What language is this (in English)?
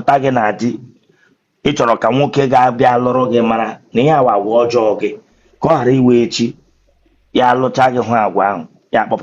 Igbo